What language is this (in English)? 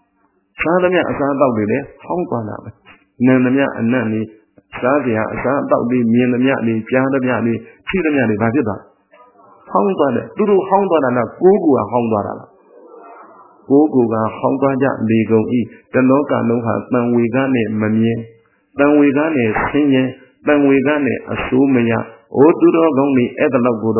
Burmese